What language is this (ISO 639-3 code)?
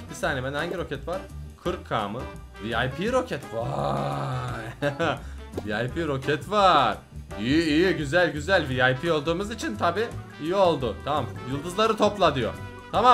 tur